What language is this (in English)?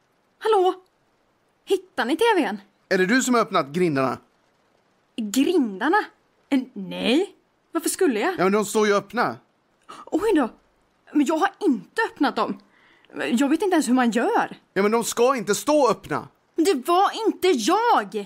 Swedish